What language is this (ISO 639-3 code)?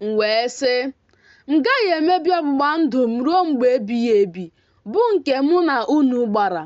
ibo